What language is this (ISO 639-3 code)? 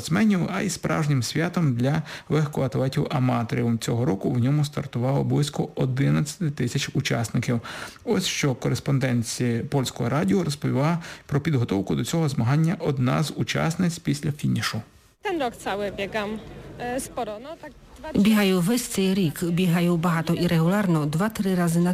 ukr